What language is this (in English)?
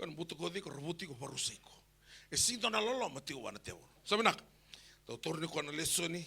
Fijian